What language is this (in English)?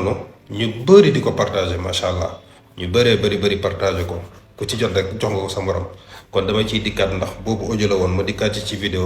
Wolof